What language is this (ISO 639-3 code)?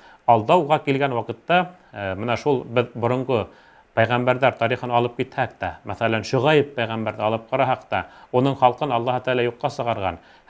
bak